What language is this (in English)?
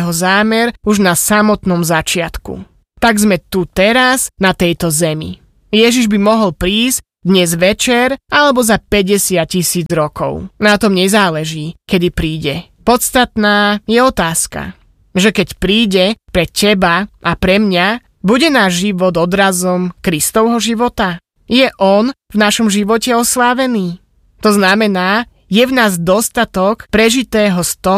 Slovak